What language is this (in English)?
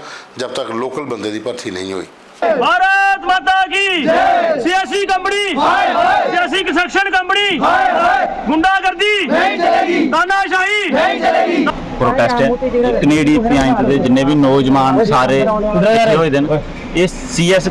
Dogri